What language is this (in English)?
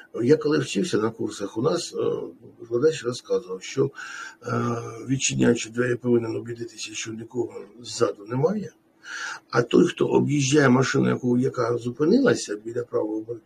Ukrainian